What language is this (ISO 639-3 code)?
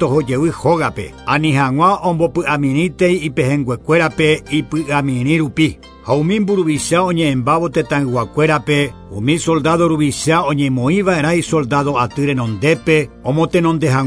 grn